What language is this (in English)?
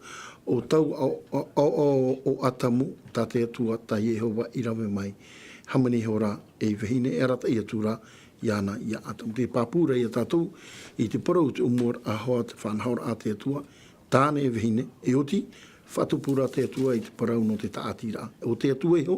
Tahitian